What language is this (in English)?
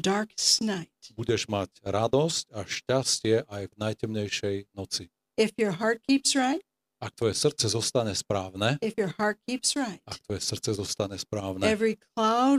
Slovak